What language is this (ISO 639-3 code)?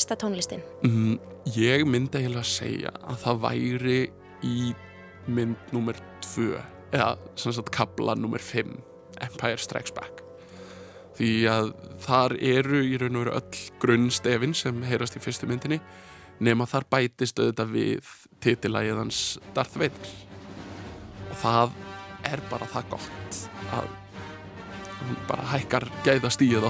isl